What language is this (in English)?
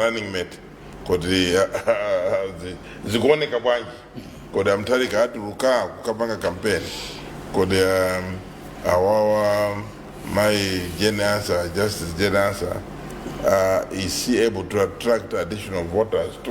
Nyanja